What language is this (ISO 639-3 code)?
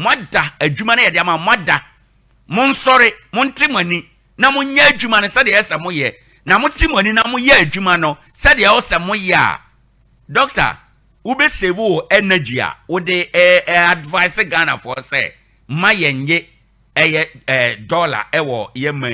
aka